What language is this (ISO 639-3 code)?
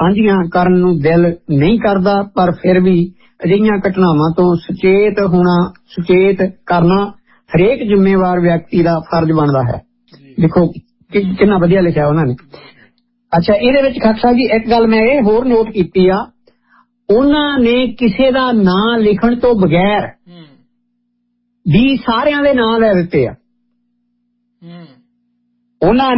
pan